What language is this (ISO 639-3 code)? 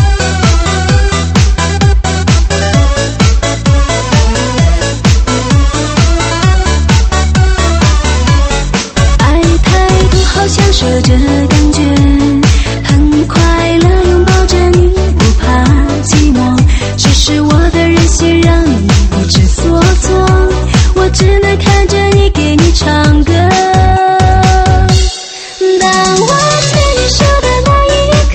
zho